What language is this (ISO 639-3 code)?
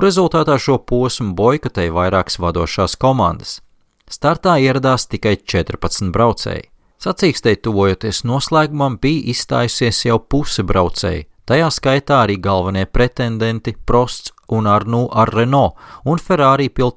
lav